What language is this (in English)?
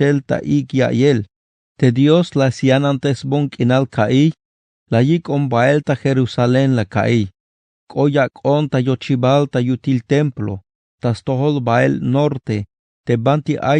Tzeltal